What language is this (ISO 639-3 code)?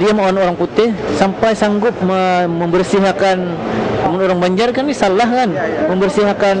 bjn